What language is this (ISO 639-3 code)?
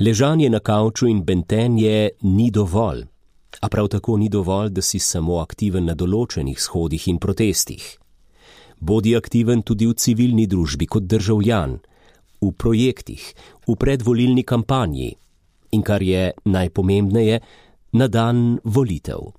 slv